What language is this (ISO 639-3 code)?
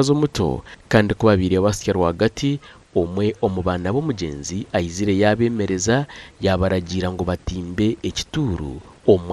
nyn